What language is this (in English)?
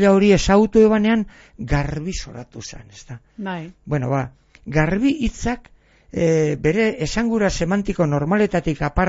Basque